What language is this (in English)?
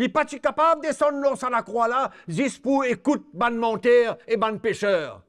Morisyen